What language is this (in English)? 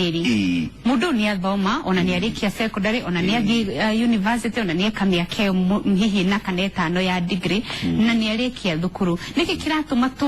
Kikuyu